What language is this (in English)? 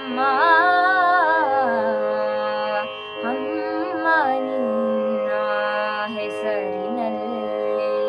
Kannada